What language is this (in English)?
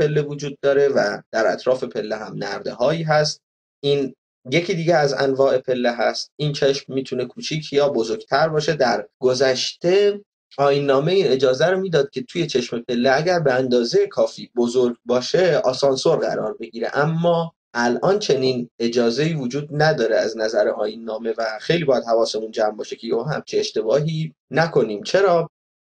Persian